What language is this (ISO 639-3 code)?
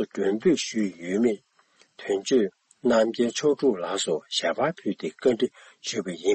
bod